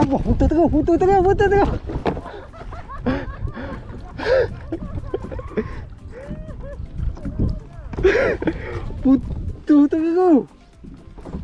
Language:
Malay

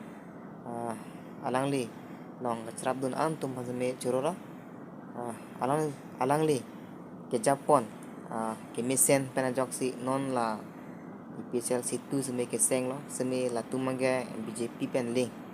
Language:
Karbi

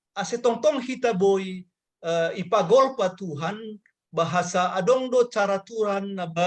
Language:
Batak Simalungun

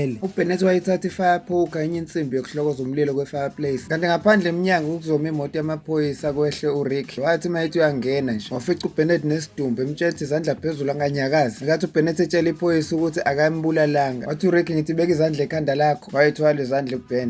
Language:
Zulu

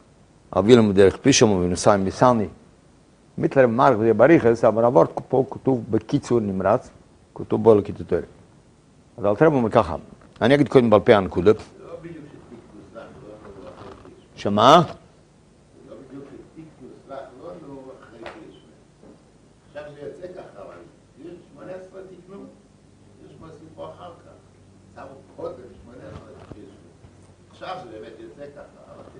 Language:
Hebrew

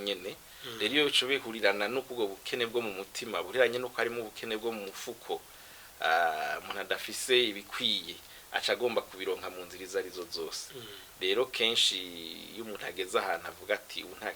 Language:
Rundi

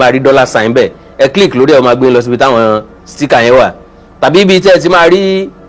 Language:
Yoruba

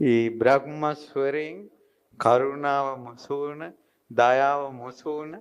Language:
Sinhala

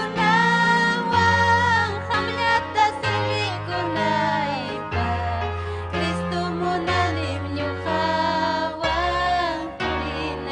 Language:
Ayacucho Quechua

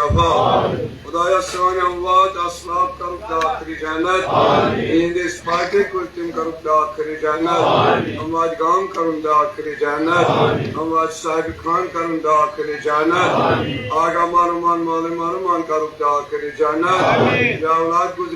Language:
Kashmiri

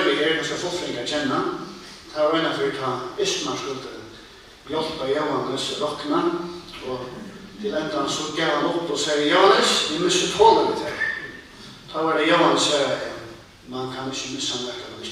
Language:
Faroese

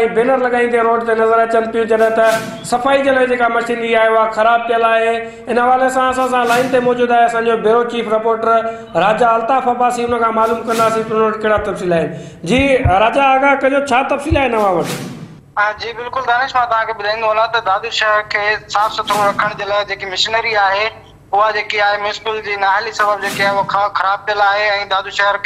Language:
Sindhi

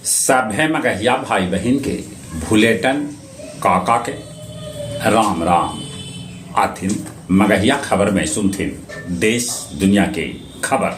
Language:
Magahi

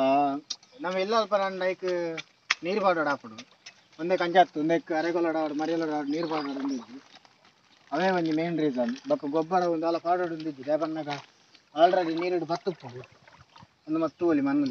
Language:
Tulu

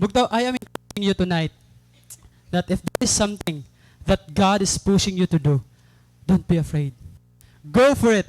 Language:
Waray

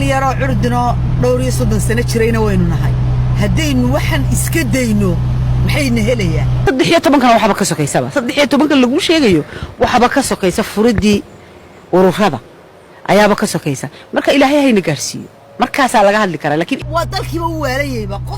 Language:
Somali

